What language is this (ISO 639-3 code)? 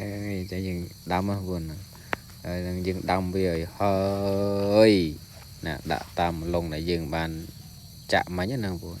khm